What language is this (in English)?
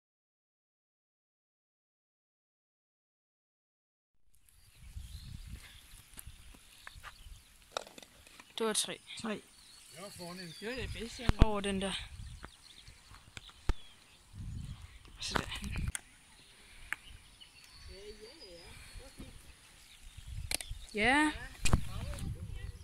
Danish